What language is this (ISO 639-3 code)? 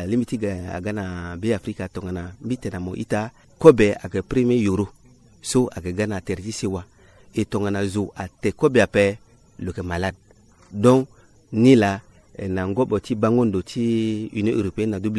sag